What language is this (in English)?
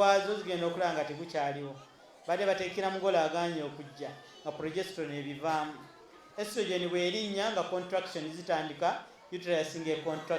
Ganda